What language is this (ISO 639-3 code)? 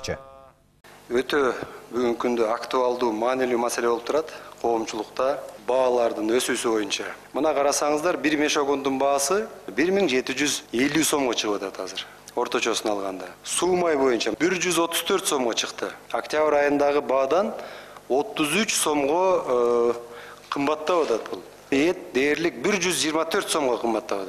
kir